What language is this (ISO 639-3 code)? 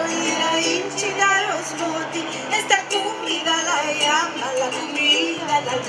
lad